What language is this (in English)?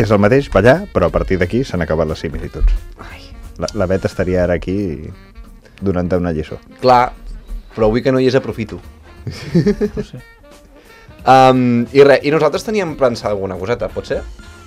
Catalan